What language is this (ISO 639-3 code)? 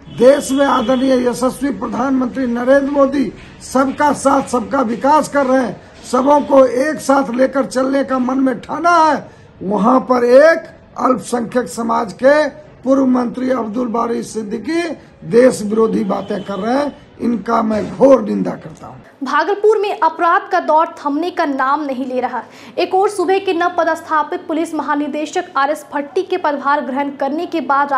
hin